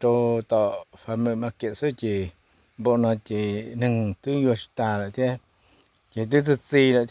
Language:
Hmong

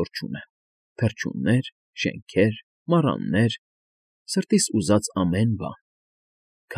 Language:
Armenian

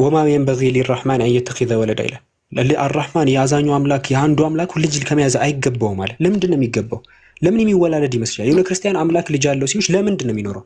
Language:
Amharic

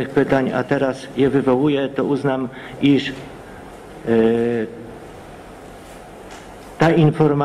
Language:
Polish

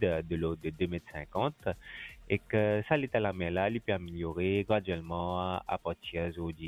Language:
Morisyen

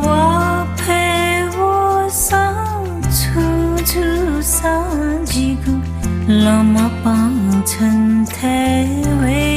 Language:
Newari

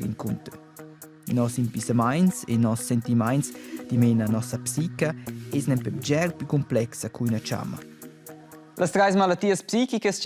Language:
Romansh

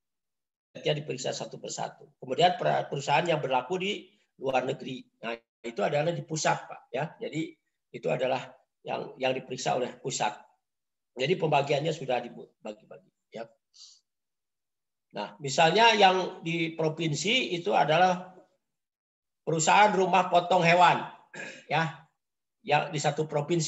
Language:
Indonesian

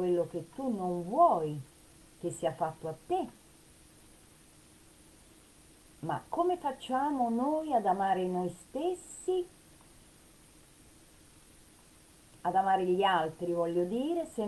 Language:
Italian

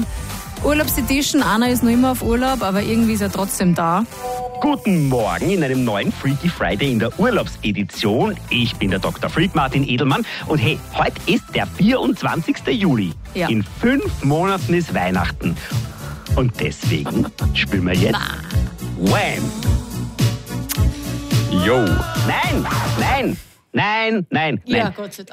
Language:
German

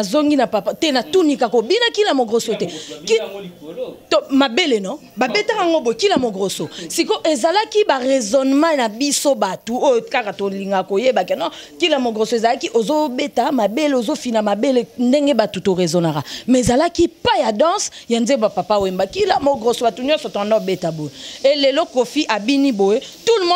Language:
Lingala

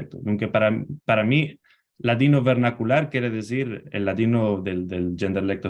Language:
Ladino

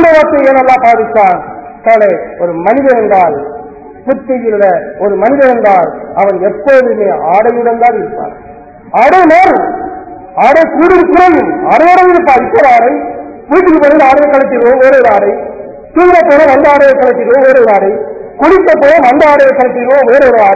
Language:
Tamil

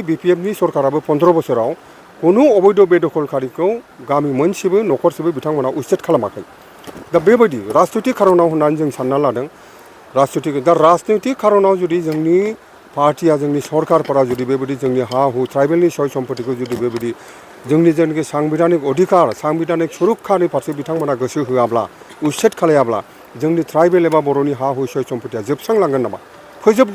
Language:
Bodo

